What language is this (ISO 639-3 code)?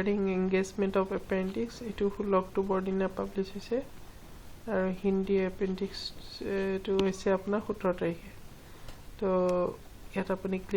asm